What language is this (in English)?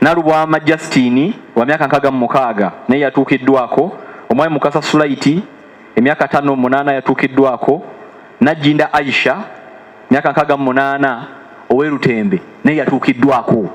Ganda